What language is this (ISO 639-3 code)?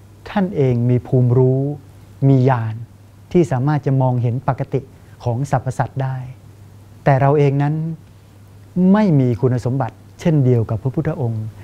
tha